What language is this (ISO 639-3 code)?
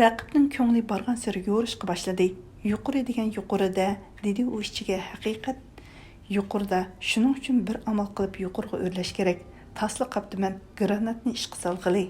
uig